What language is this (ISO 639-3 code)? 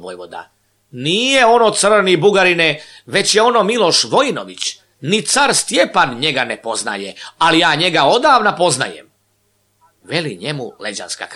srp